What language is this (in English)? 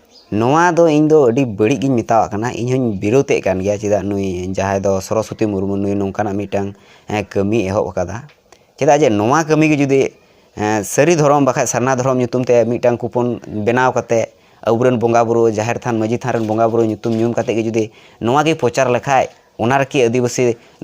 Santali